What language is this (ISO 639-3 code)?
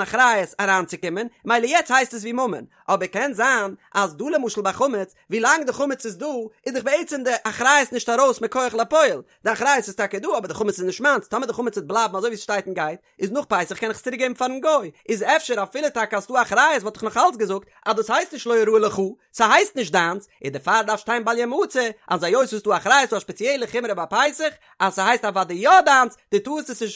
yid